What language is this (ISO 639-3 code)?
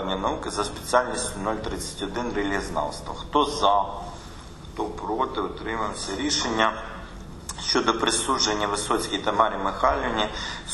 ukr